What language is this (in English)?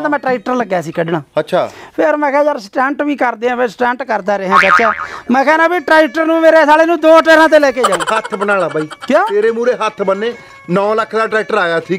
Punjabi